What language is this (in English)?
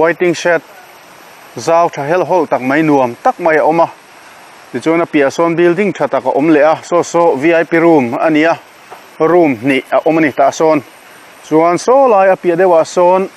Mizo